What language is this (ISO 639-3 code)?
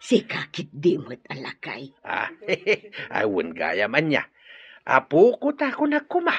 ilo